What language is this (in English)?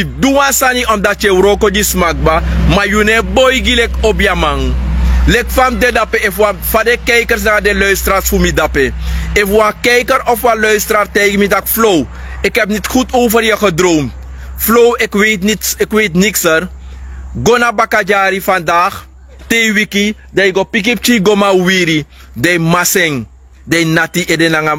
Sranan Tongo